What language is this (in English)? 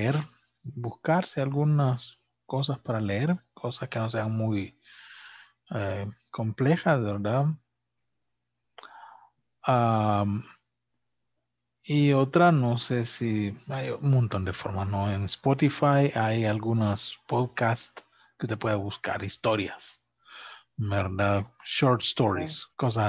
Spanish